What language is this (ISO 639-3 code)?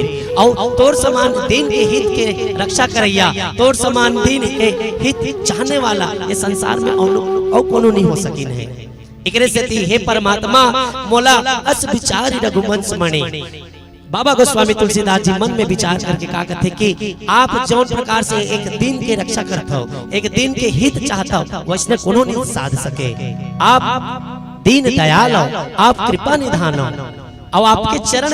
hne